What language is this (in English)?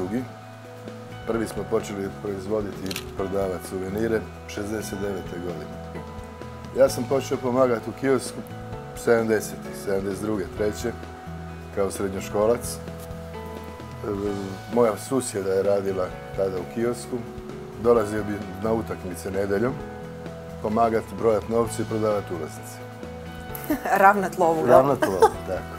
Croatian